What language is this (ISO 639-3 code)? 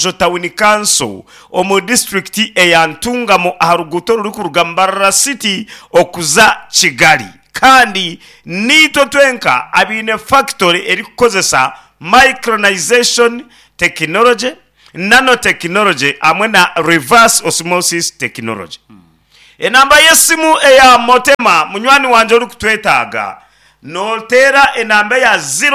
nyn